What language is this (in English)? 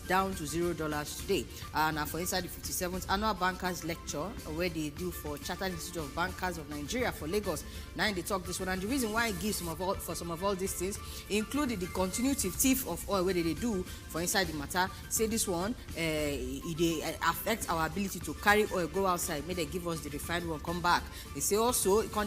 Nigerian Pidgin